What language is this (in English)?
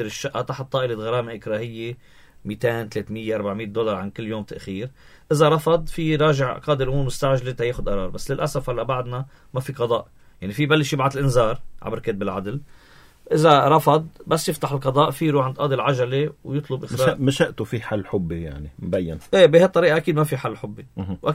North Levantine Arabic